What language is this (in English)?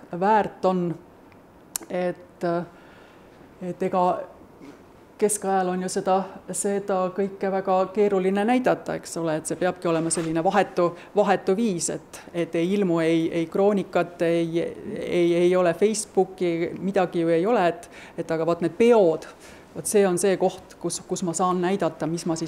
Estonian